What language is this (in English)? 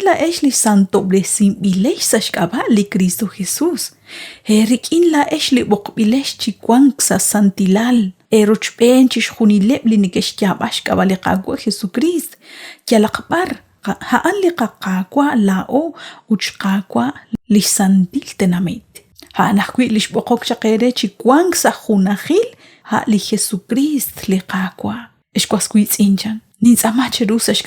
Kekchí